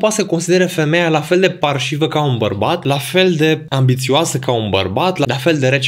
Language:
Romanian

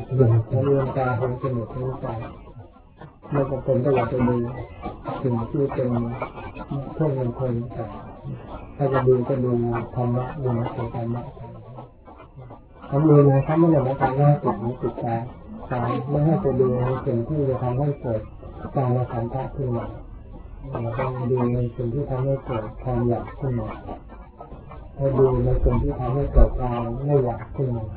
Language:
Thai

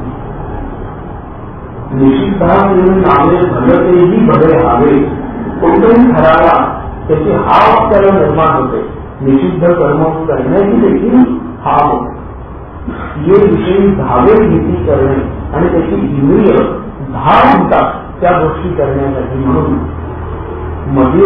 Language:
Marathi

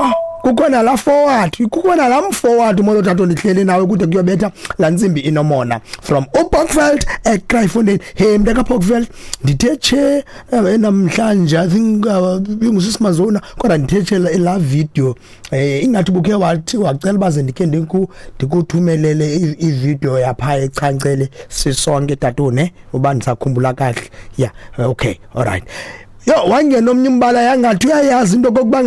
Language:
Xhosa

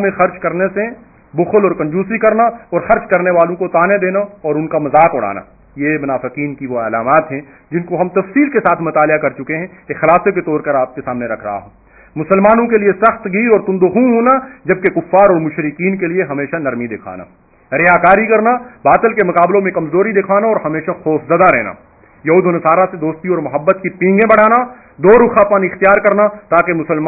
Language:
Urdu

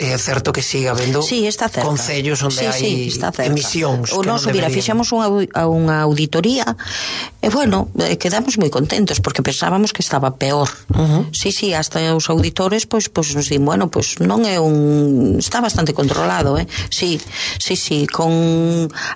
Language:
Galician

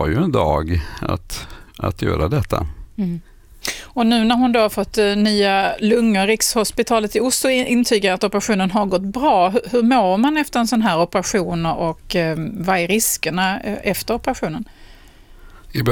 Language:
Swedish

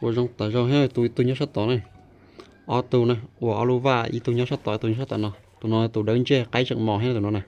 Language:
Hmong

